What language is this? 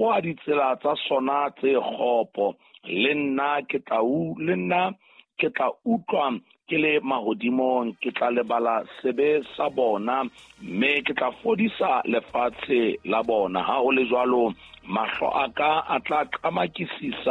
Southern Sotho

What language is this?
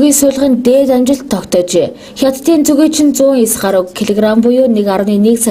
Mongolian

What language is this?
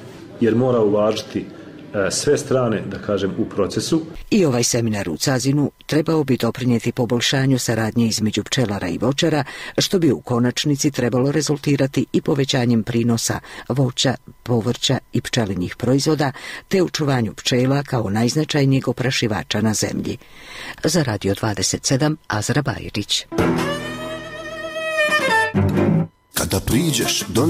Bosnian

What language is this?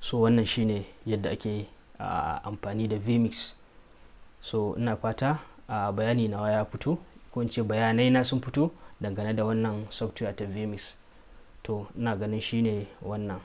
Hausa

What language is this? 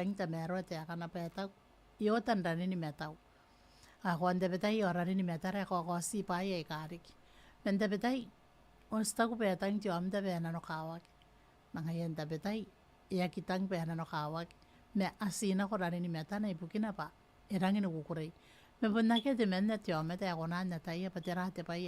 Gilbertese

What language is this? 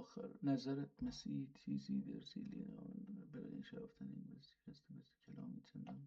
South Azerbaijani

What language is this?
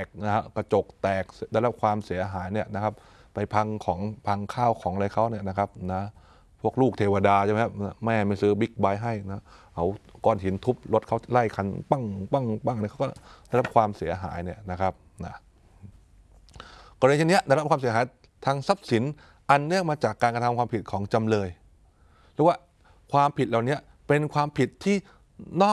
Thai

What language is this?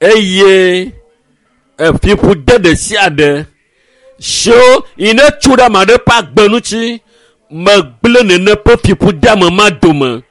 Ewe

